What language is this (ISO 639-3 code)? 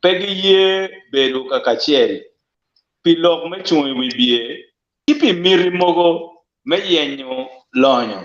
ach